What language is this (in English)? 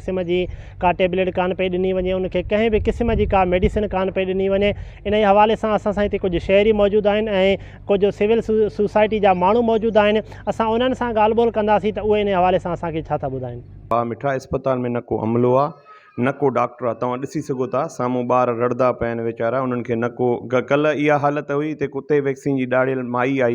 Sindhi